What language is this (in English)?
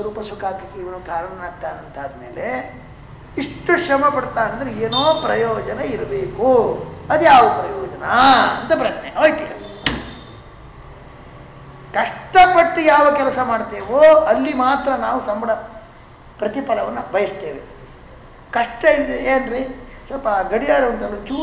Kannada